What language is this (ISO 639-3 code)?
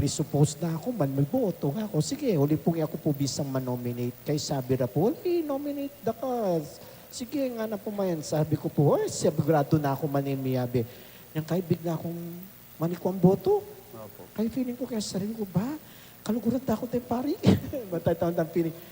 pam